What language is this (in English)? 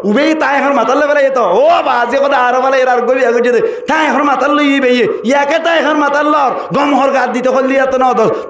Rohingya